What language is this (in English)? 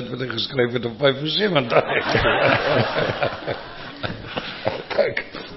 Afrikaans